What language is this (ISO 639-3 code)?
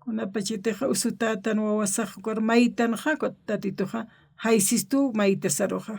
aym